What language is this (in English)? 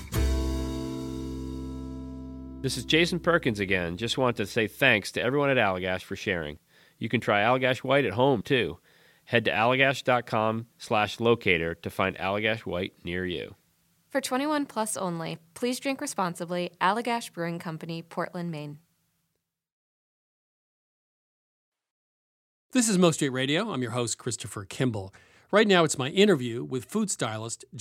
English